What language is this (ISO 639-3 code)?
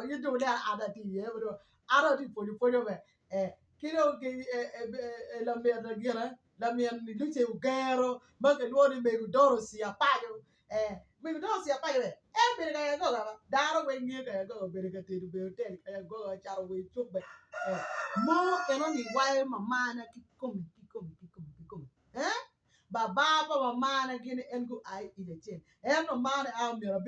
ach